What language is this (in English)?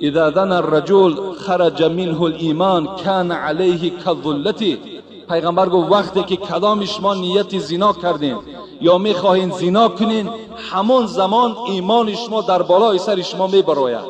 Tajik